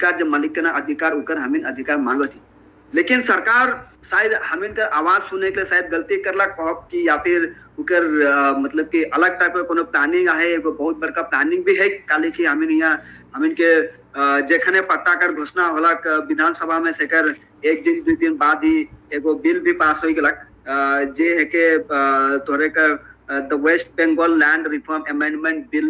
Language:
Sadri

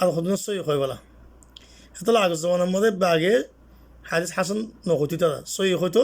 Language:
Rohingya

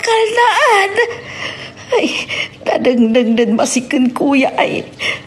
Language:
Pangasinan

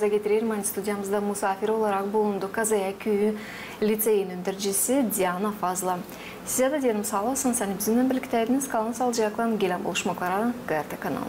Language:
Gagauz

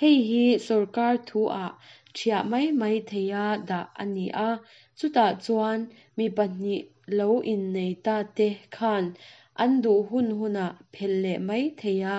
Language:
Mizo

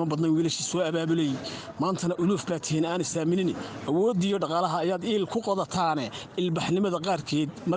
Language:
Somali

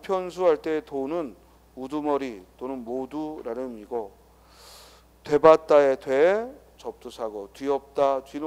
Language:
Korean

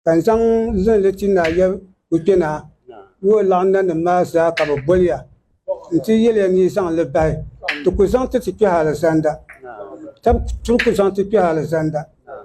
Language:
Dagbani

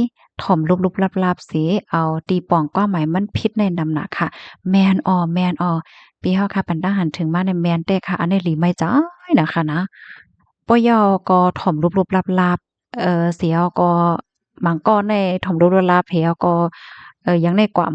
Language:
Shan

